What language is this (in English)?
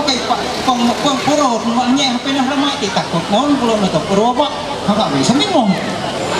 Ma'anyan